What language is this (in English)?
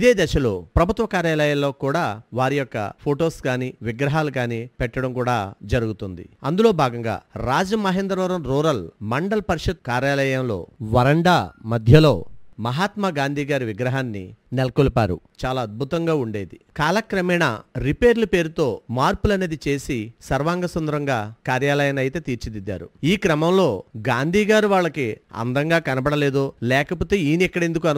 Telugu